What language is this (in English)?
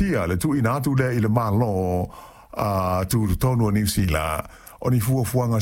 Samoan